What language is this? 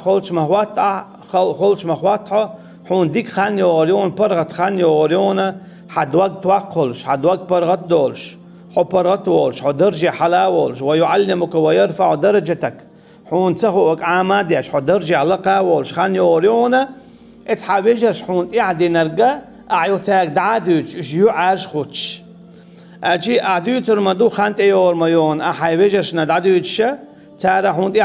Chechen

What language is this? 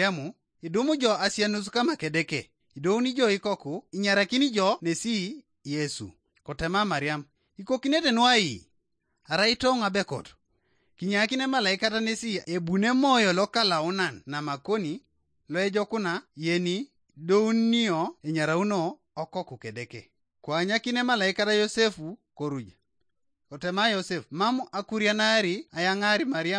Teso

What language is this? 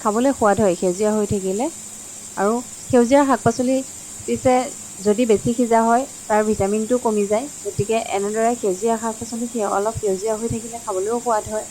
Assamese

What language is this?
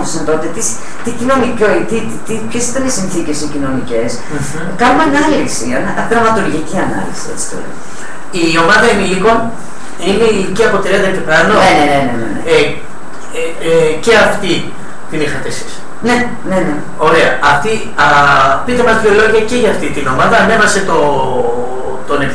Greek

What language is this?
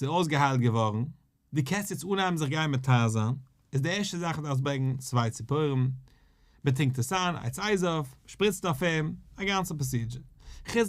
Yiddish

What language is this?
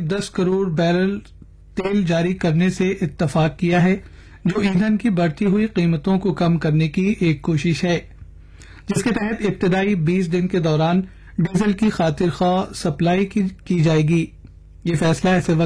Urdu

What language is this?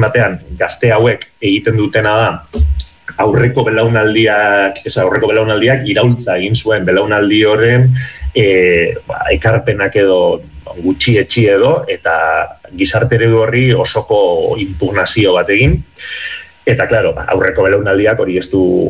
Basque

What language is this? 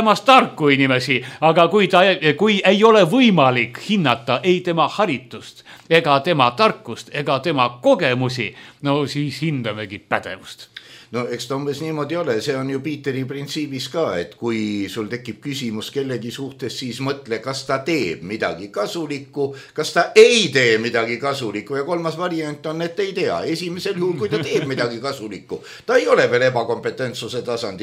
Estonian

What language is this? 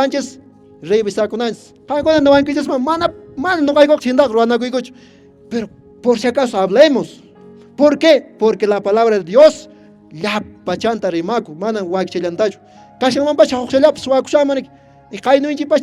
Quechua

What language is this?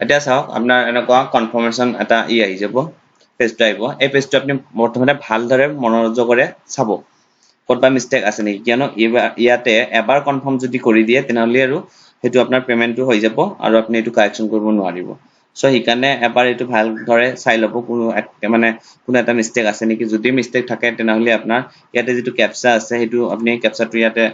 Assamese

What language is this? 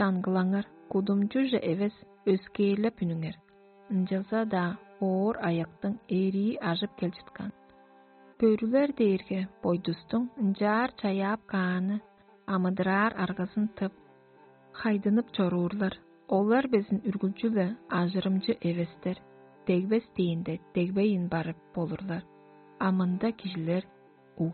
Tuvinian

